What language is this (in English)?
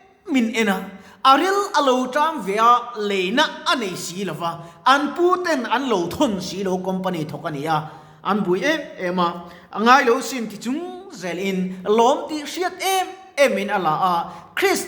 Mizo